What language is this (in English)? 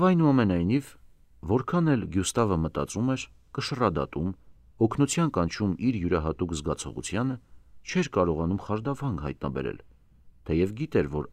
Armenian